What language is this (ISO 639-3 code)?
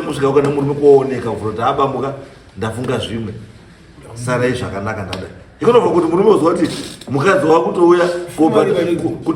sna